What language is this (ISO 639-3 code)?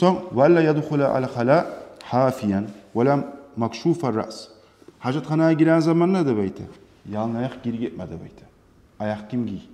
kum